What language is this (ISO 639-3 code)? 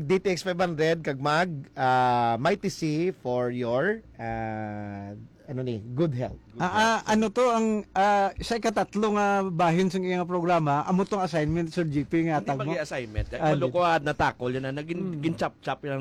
hil